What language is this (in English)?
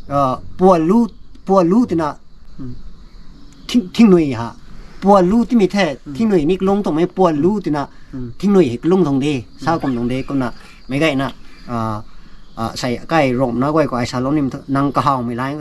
Rongmei Naga